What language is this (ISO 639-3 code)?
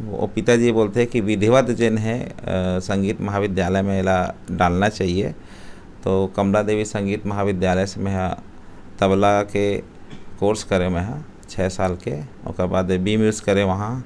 hne